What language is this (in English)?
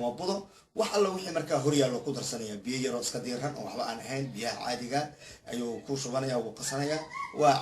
Somali